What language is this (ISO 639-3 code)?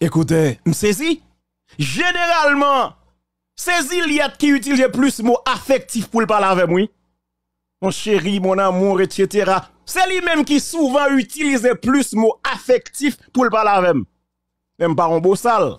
hat